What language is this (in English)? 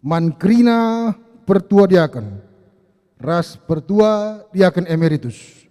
Batak Karo